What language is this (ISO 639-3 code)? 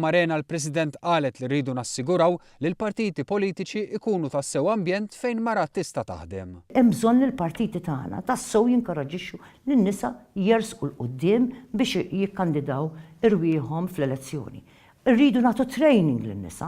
mlt